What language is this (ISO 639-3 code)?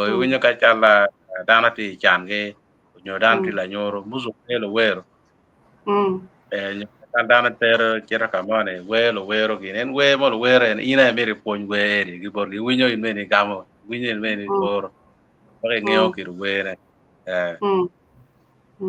ach